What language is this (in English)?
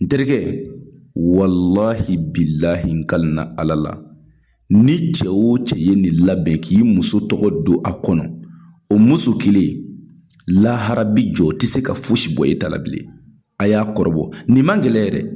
Bambara